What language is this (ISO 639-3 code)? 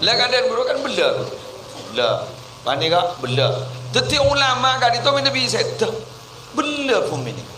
mad